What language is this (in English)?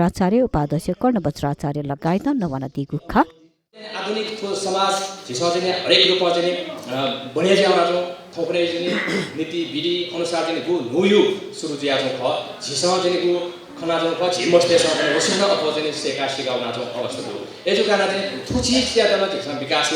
Newari